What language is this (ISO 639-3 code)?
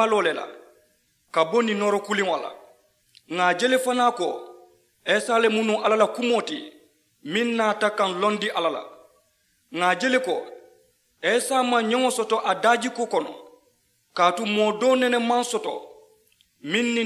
man